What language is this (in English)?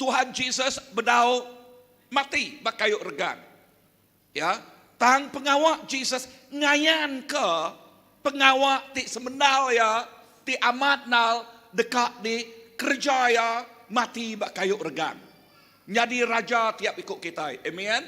Iban